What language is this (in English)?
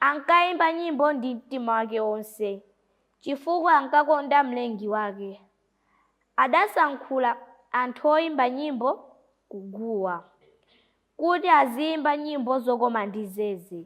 Nyanja